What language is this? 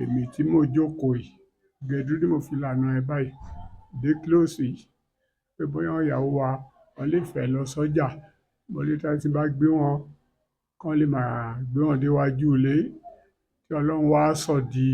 Yoruba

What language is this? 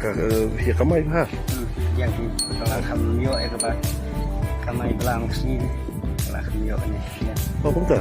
Khasi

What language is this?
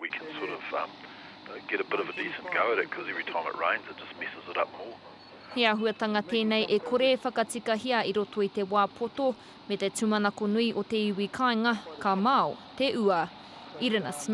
Māori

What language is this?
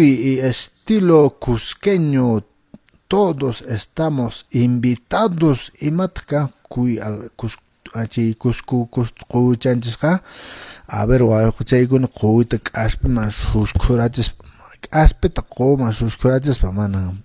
Quechua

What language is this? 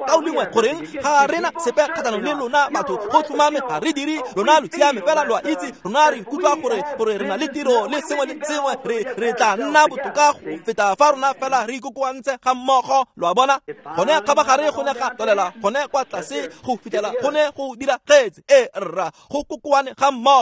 Tswana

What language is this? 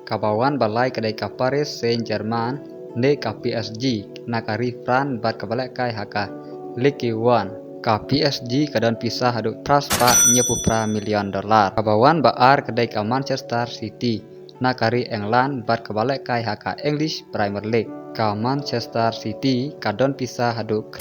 Khasi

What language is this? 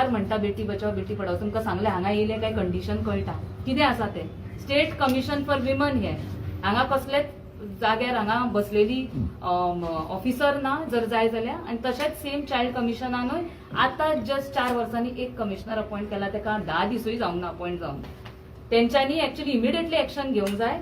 Konkani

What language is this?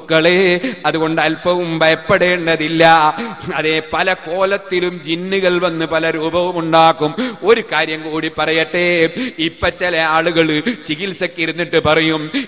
Malayalam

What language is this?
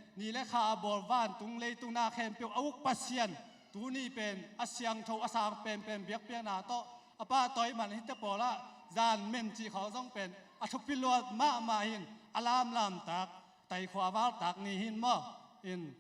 Tedim Chin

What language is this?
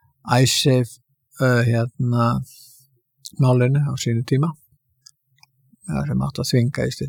Icelandic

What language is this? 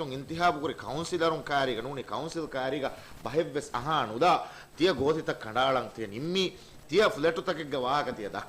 Divehi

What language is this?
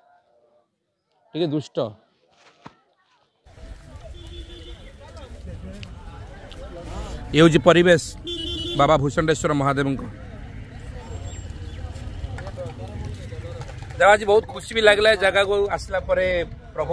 Odia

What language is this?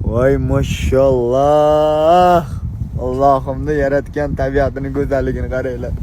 Uzbek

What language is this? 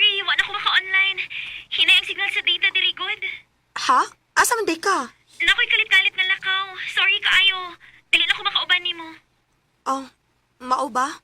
Cebuano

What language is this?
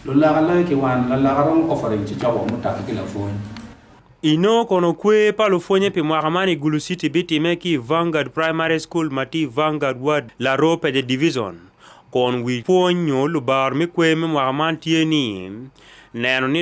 Acoli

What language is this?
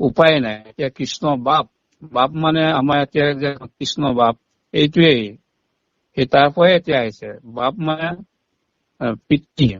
Assamese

